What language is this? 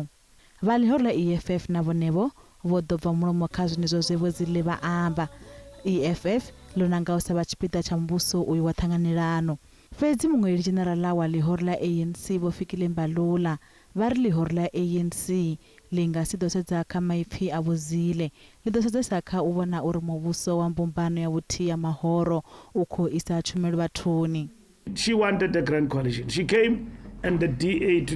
Venda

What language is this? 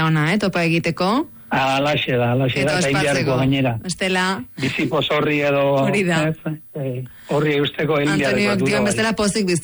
Basque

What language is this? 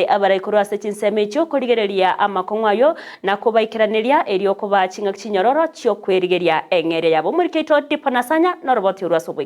Gusii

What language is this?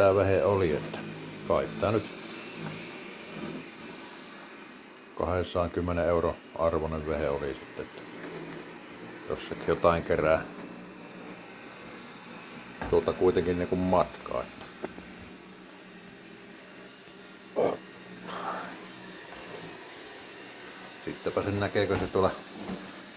Finnish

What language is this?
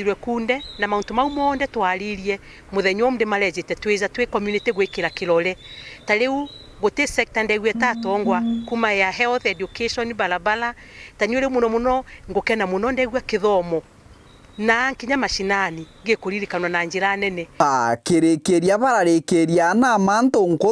Meru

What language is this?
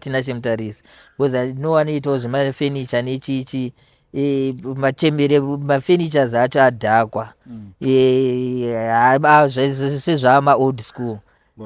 Shona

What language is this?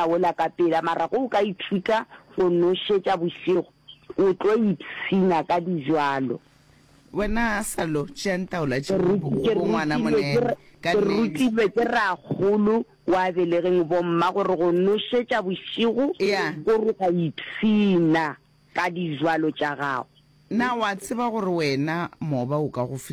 Northern Sotho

